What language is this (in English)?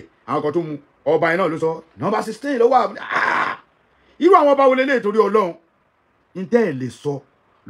Yoruba